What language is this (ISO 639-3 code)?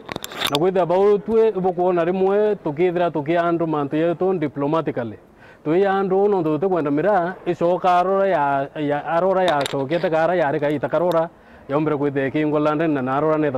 mer